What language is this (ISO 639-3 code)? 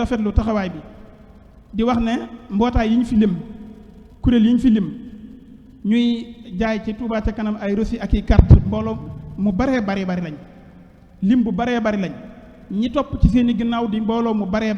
wol